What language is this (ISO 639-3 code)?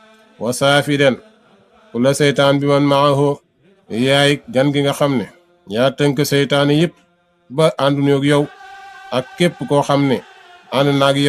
wol